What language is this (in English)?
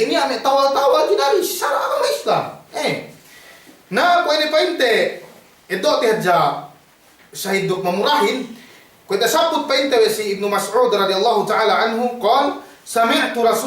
Yakan